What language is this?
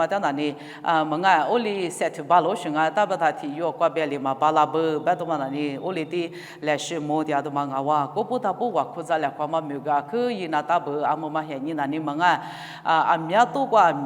Lisu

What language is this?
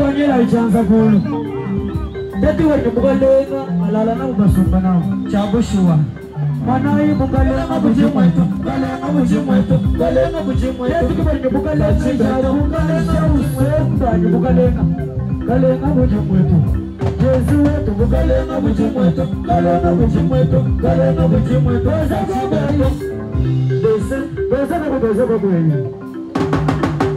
Swahili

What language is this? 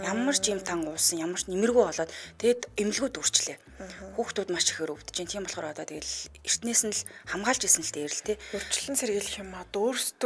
Mongolian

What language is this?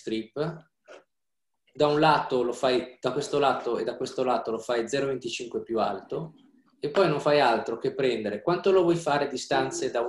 Italian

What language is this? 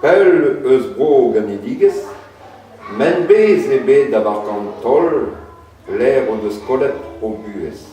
Breton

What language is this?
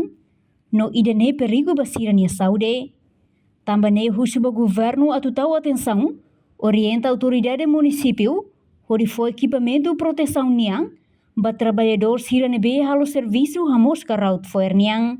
Tetum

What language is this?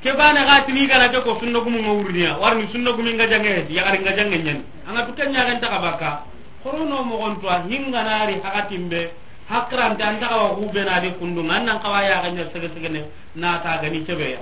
Soninke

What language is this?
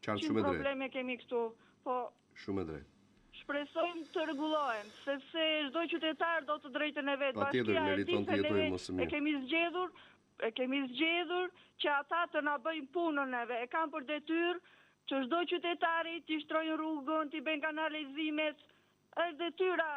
Albanian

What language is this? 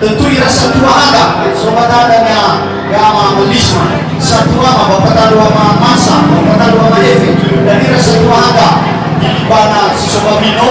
Nias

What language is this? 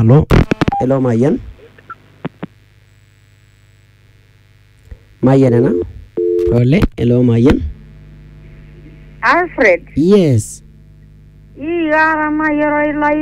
Masai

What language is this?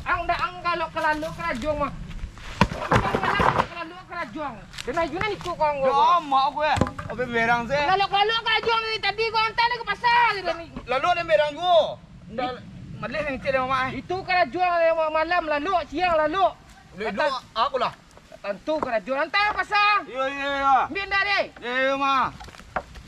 Minangkabau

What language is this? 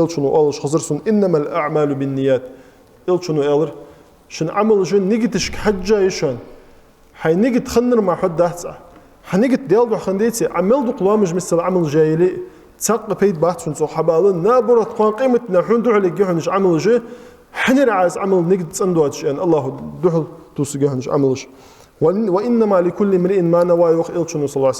Ingush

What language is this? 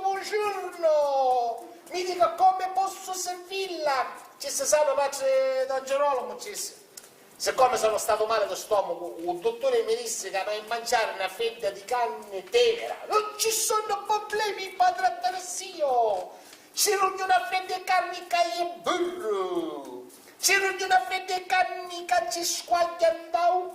Sicilian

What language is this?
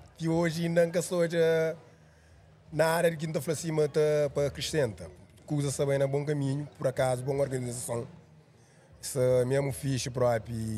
Kabuverdianu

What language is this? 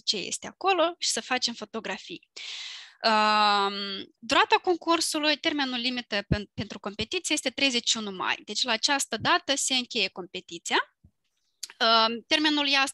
Romanian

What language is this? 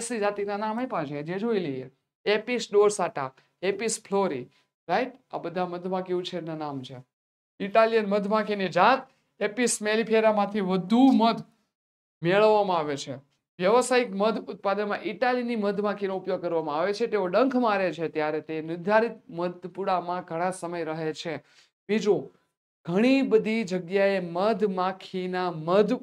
Gujarati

